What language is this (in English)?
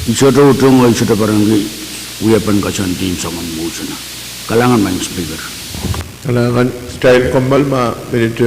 Pohnpeian